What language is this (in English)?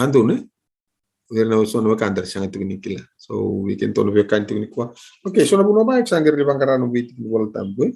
Fijian